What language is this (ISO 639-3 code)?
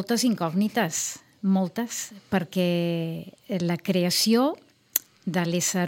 cat